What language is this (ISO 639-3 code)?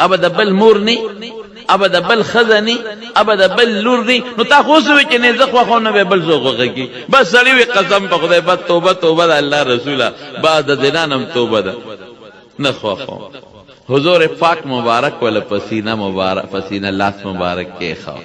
pus